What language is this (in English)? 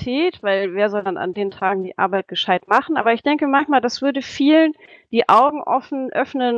German